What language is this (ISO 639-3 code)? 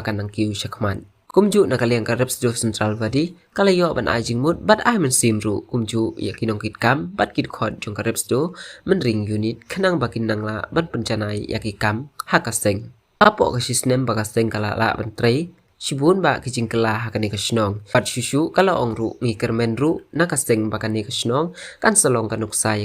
kha